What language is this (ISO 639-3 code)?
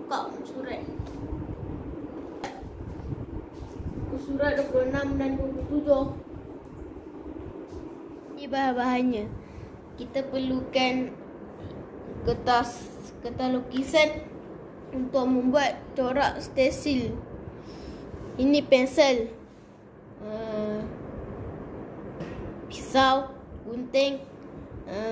msa